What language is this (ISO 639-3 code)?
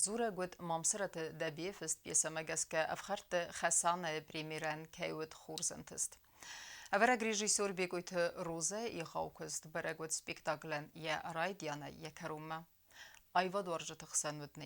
oss